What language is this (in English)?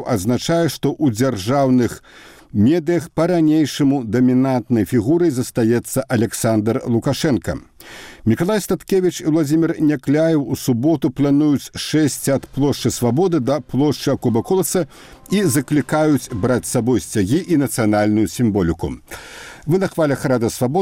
Belarusian